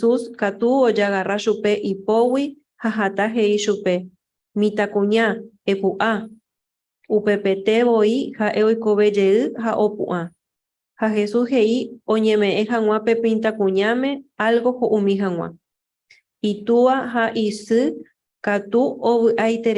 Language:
Guarani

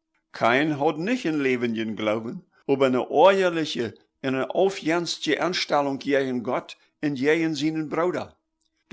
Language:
Plautdietsch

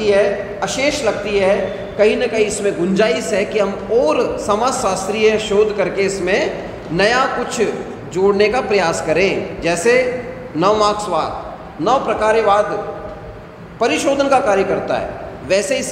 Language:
Hindi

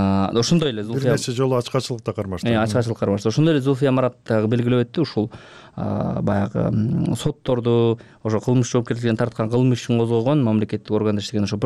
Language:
Kyrgyz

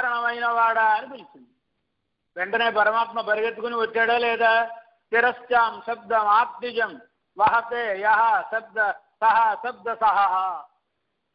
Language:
Telugu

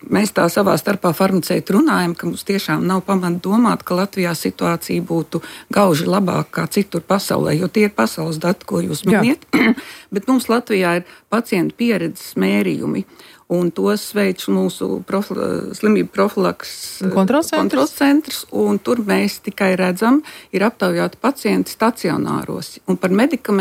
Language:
Latvian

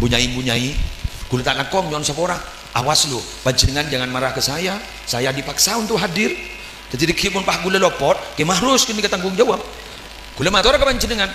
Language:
Madurese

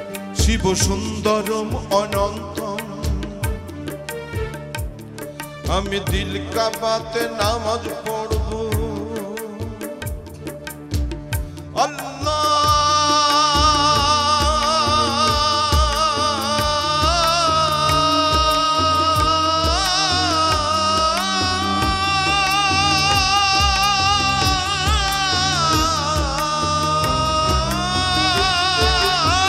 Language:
Bangla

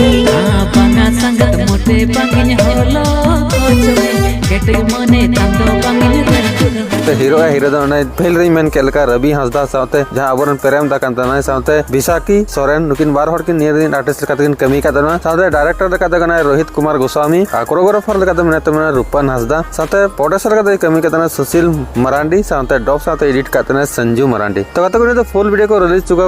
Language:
Santali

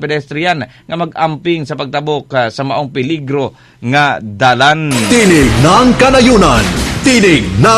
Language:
Cebuano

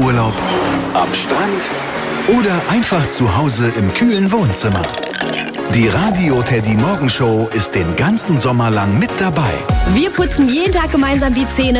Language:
German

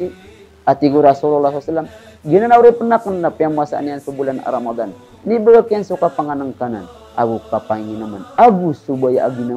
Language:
Maranao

